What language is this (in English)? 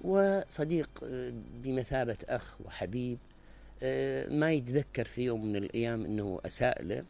Mesopotamian Arabic